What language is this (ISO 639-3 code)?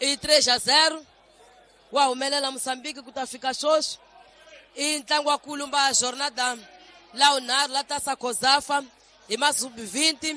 tso